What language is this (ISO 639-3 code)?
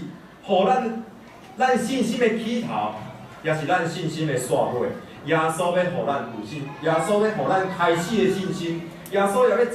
nan